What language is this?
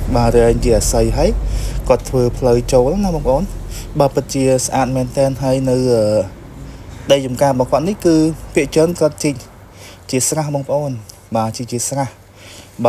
Khmer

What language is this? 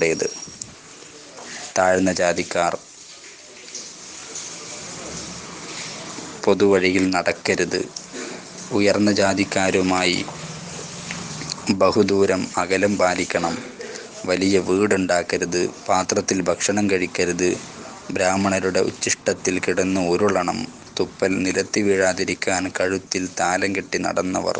Malayalam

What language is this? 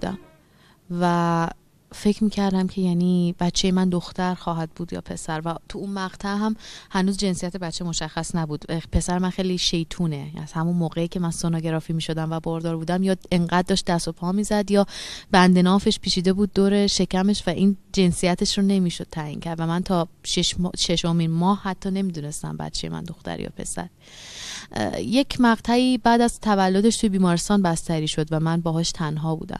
Persian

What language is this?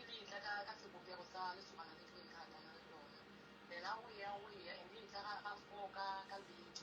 Northern Sotho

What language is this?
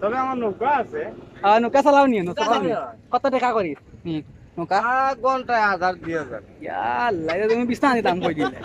Sylheti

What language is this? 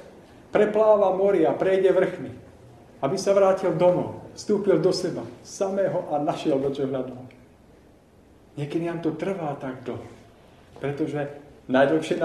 Slovak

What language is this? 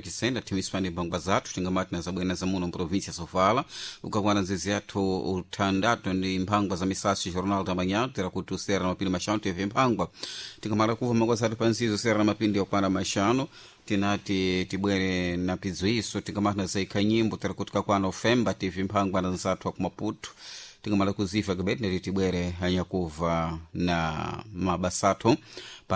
Sena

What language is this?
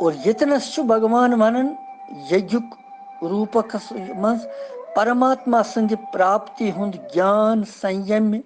Kashmiri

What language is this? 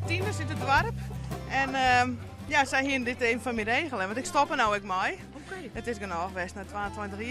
Western Frisian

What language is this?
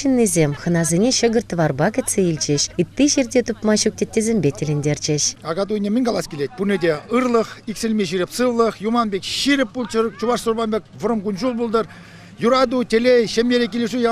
Chuvash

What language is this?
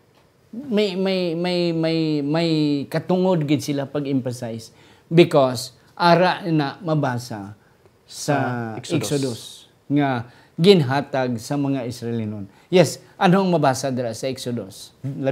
Hiligaynon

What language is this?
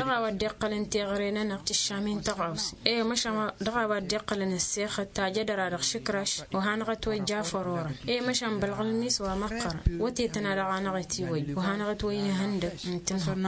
Tamasheq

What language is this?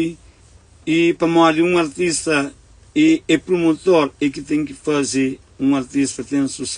Kabuverdianu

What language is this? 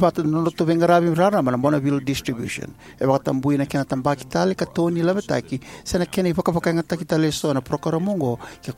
Fijian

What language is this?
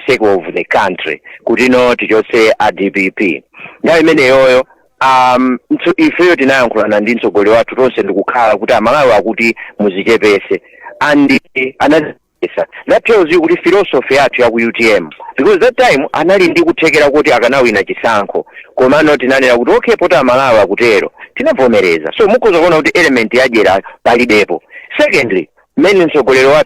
Nyanja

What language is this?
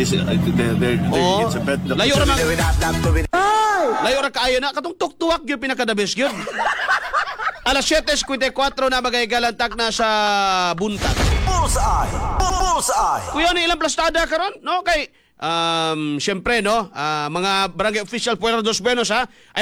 Cebuano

